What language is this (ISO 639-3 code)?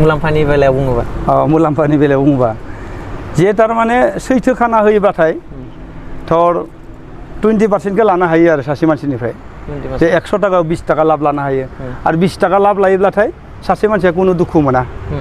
brx